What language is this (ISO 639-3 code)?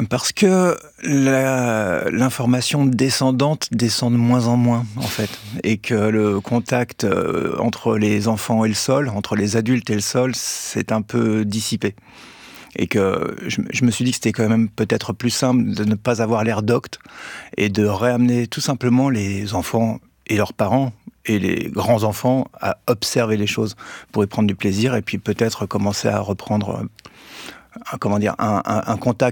fra